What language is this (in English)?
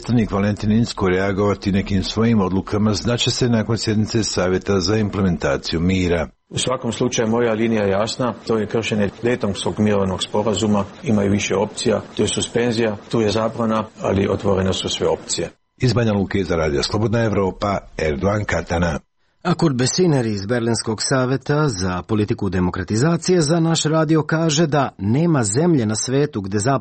Serbian